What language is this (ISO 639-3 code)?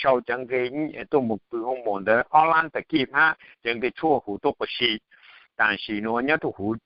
hmn